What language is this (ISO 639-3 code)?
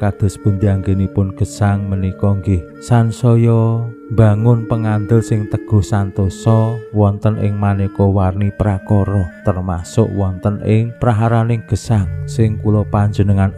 jav